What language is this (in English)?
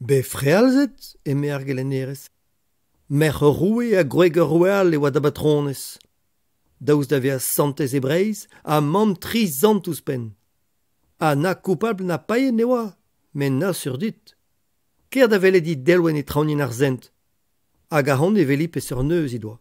Breton